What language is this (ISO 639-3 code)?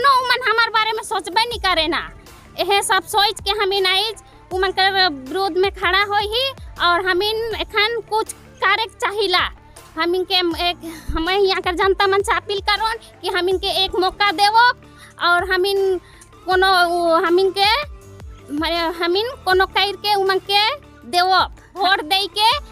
sck